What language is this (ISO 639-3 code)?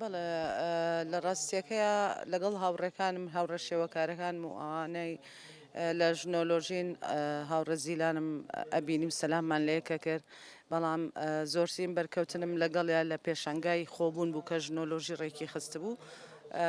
ckb